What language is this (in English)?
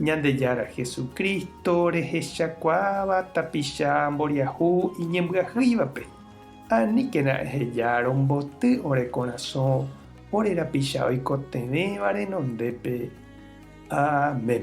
Guarani